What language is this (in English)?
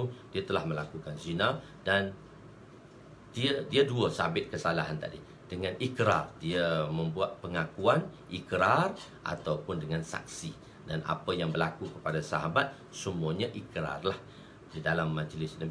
Malay